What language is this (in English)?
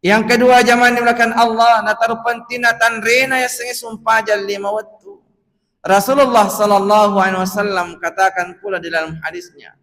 Buginese